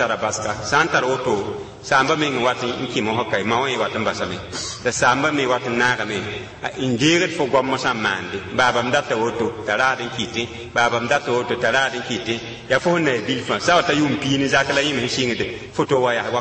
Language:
Mossi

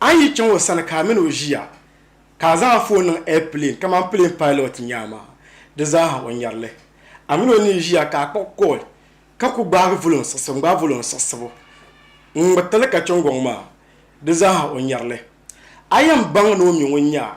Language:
Dagbani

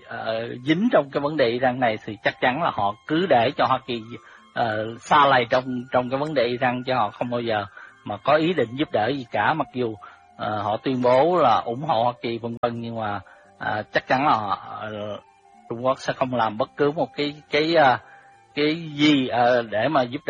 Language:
Vietnamese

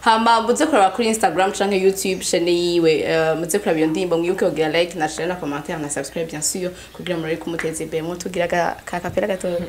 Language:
Rundi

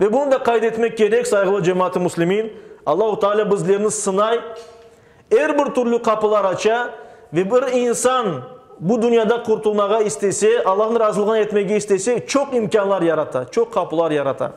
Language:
Crimean Tatar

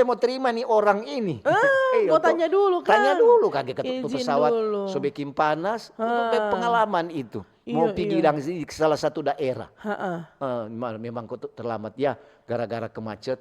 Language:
Manado Malay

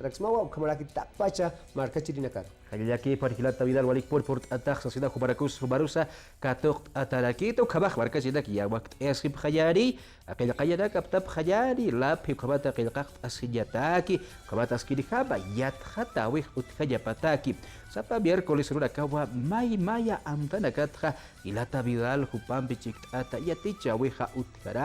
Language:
Aymara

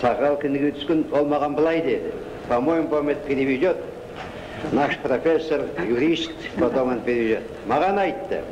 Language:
Kazakh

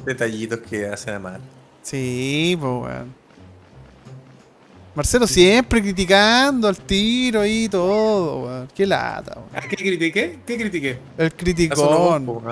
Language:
Spanish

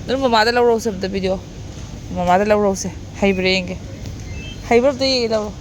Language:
Manipuri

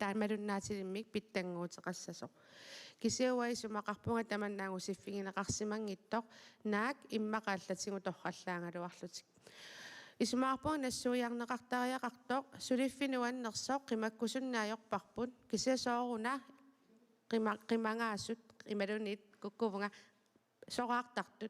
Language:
Kalaallisut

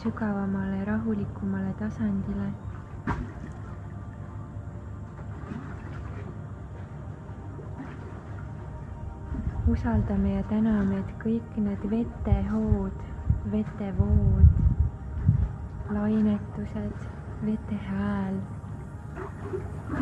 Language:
Estonian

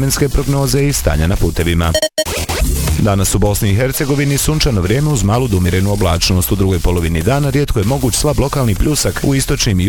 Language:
Bosnian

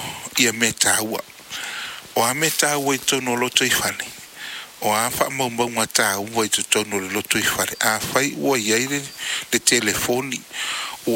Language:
Samoan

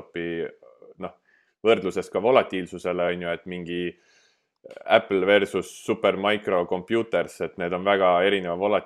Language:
Estonian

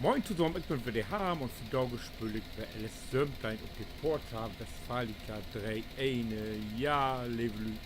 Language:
Low German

